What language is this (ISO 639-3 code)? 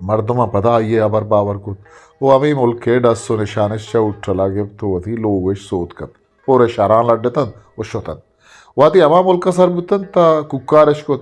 bgp